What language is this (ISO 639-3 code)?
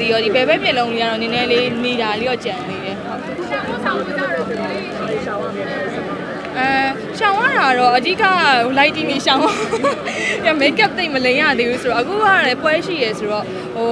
mya